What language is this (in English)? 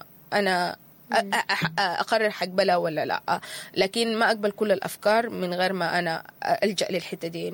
Sudanese Arabic